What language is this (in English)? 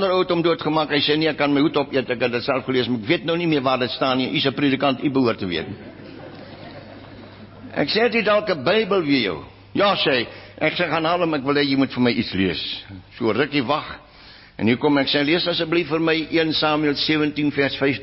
Afrikaans